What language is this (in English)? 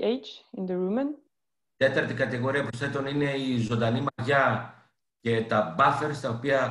Greek